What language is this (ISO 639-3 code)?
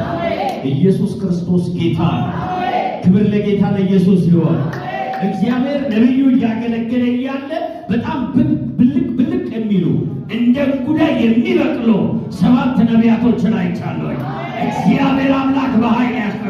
amh